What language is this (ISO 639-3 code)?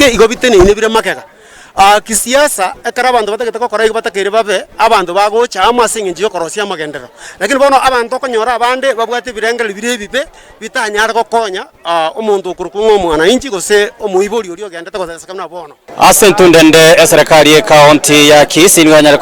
guz